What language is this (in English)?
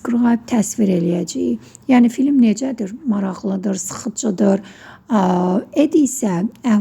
Azerbaijani